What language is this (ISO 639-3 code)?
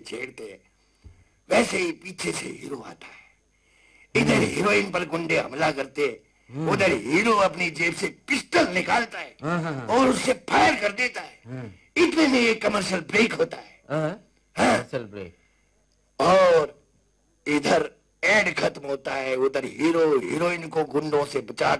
hin